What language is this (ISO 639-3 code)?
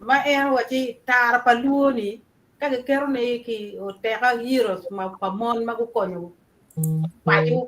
ach